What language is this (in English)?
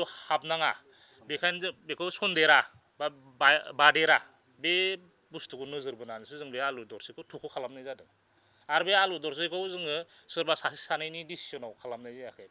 Bodo